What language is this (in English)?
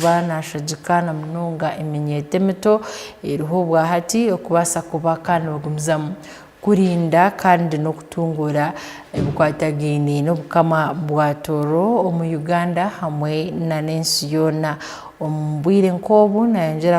Tooro